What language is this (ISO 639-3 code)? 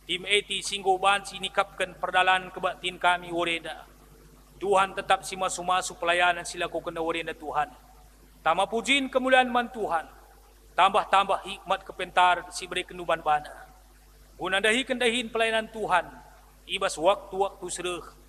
btx